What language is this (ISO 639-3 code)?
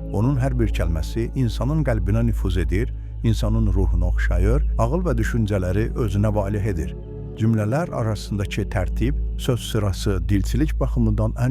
aze